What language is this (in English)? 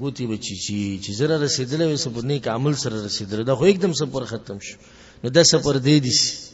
Pashto